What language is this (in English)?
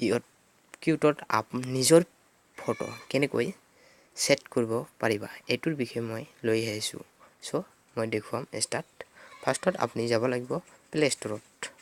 Assamese